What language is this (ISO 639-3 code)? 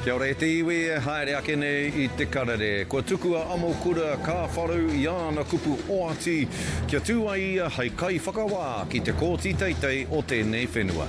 mri